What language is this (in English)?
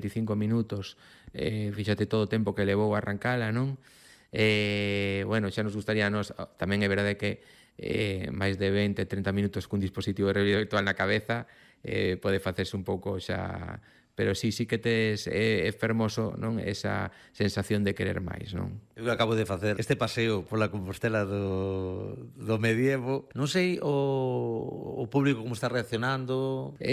Galician